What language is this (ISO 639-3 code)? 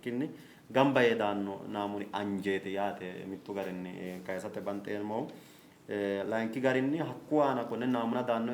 sid